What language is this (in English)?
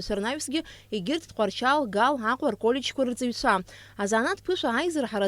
Abkhazian